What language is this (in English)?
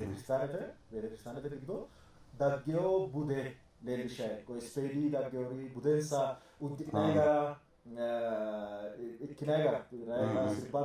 Sidamo